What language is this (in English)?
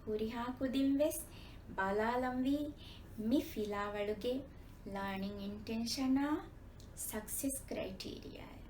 Divehi